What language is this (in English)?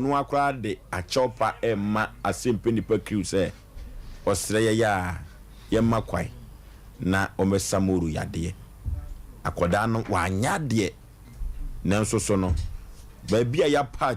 Akan